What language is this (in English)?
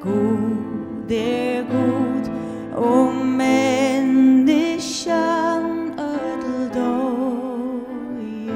Faroese